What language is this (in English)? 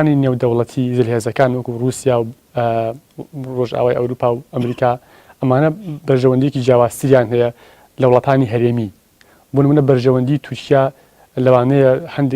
Central Kurdish